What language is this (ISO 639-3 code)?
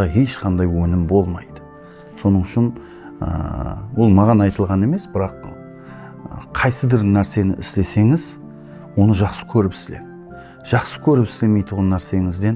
kaa